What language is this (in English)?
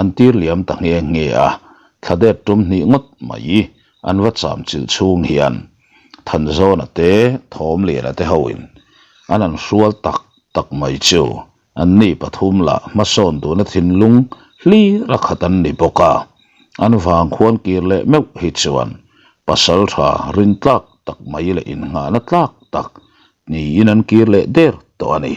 Mizo